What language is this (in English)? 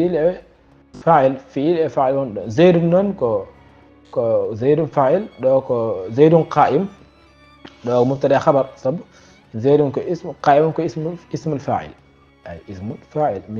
Fula